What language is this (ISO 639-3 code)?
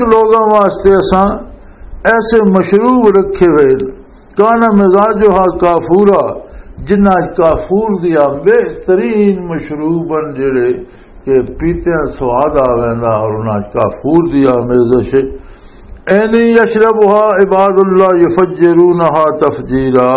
lah